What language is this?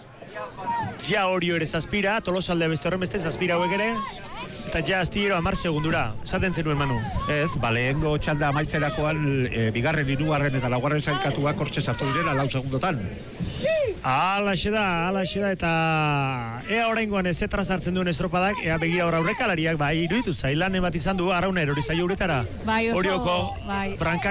Basque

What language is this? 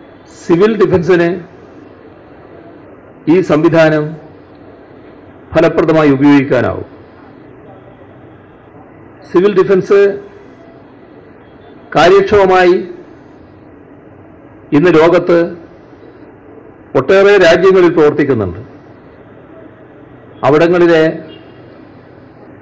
Malayalam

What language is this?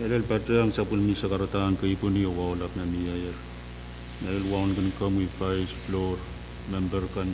Pohnpeian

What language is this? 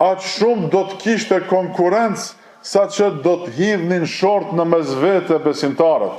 Albanian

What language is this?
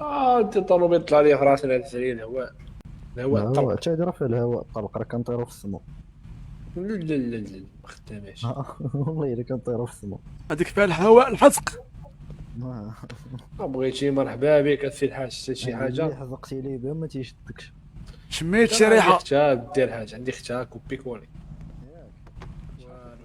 Moroccan Arabic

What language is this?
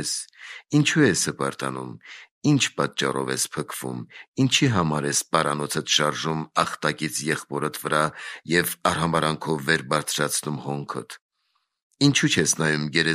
Armenian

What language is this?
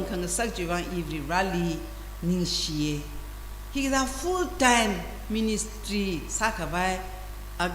Tangkhul Naga (India)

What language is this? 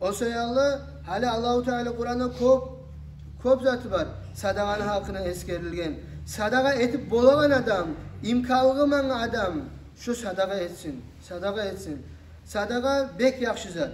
Kumyk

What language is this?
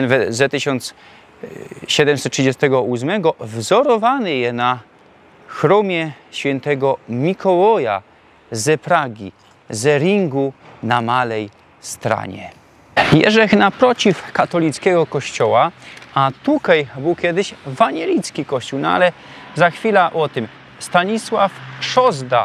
Silesian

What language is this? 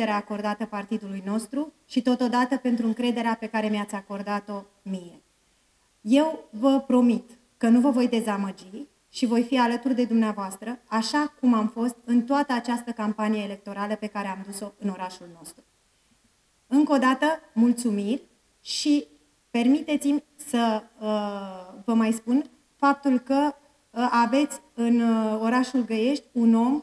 Romanian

